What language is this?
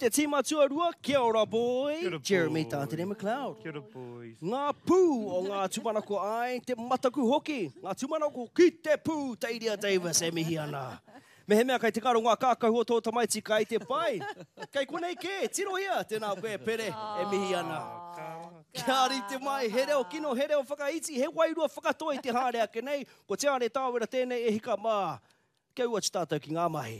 Māori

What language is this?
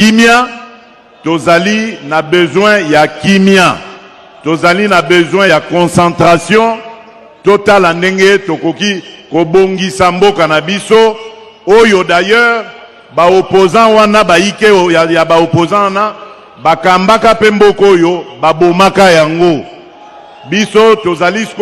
Lingala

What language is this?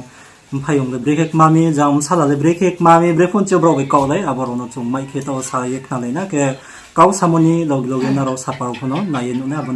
Riang (India)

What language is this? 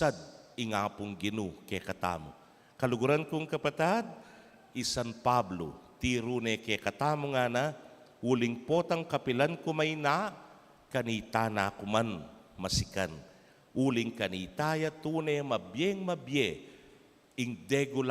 Pampanga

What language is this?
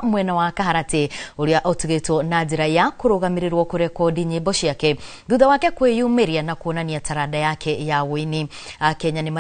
Kikuyu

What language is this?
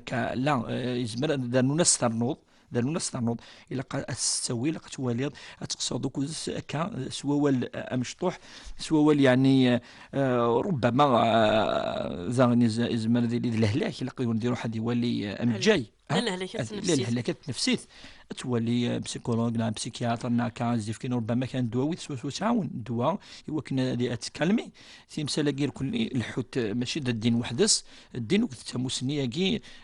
Kabyle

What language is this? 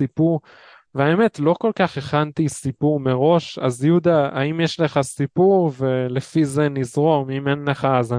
Hebrew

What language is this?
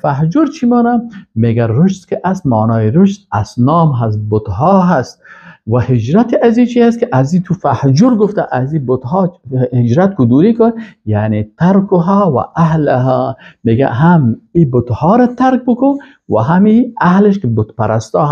Persian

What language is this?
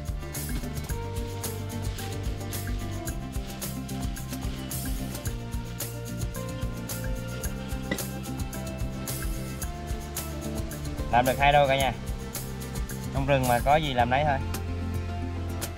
Vietnamese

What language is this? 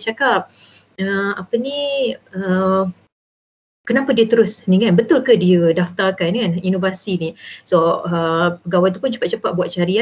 Malay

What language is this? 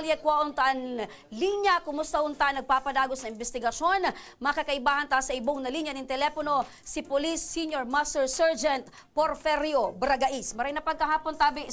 Bikol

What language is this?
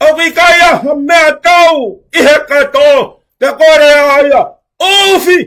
Tongan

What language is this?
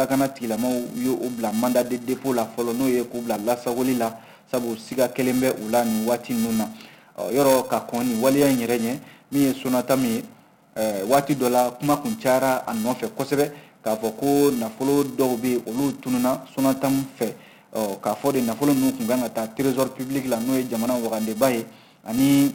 Bambara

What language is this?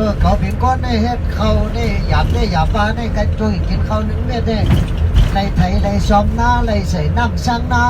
Shan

